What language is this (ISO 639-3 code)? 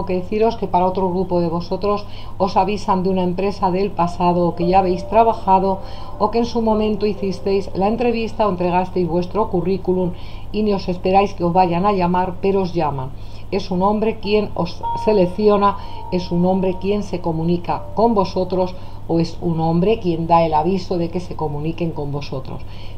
spa